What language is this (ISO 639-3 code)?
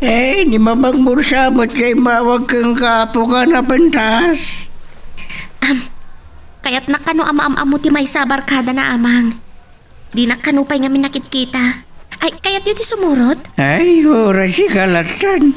ilo